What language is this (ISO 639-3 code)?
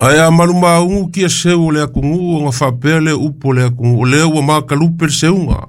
smo